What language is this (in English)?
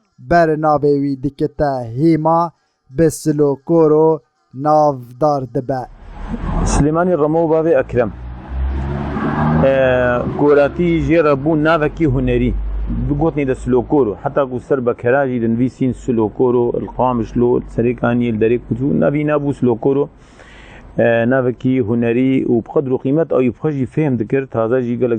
Kurdish